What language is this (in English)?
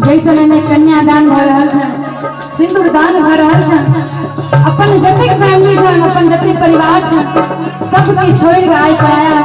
Maithili